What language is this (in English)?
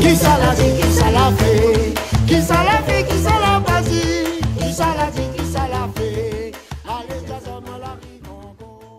Réunion Creole French